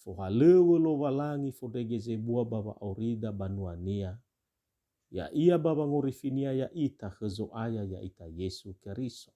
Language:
Nias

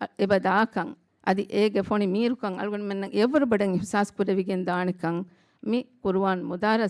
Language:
Divehi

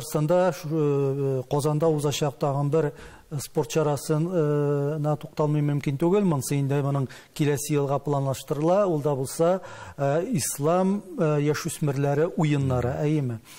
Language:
Tatar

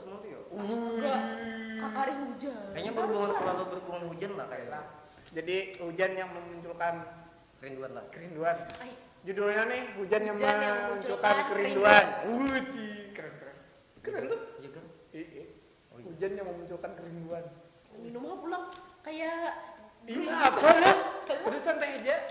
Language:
Banjar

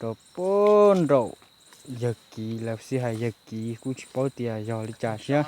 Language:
Hmong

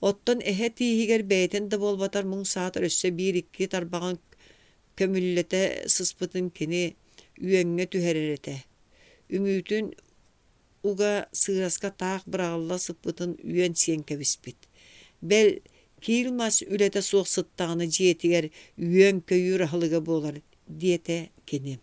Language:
Yakut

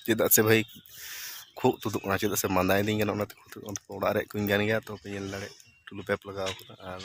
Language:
Santali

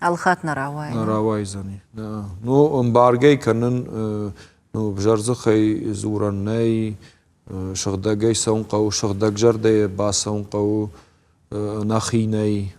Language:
Ossetic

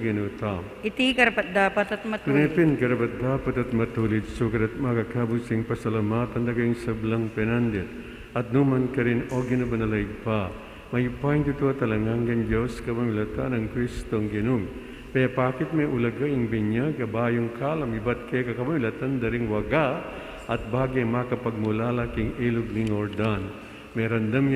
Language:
Pampanga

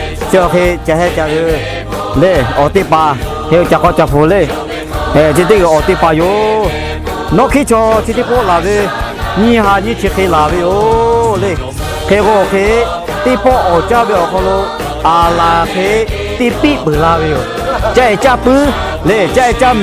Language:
Lahu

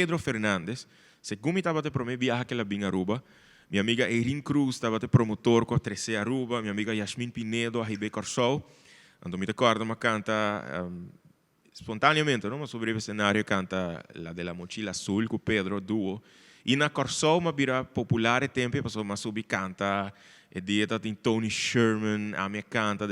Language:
Papiamento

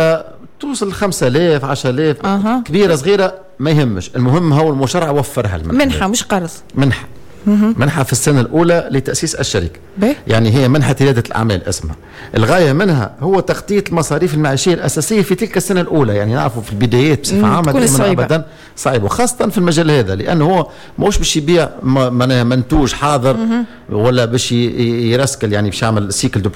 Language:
Tunisian Arabic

